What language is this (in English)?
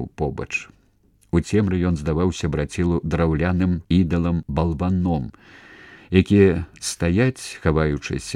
Belarusian